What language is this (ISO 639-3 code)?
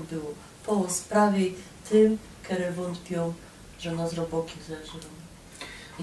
szl